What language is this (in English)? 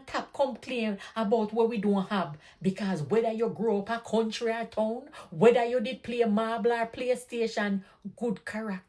Jamaican Creole English